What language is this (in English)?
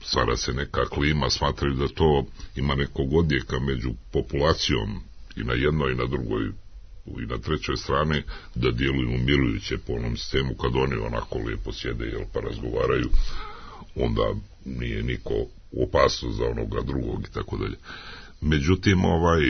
Serbian